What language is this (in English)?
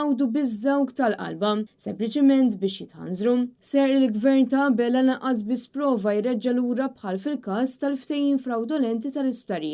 Maltese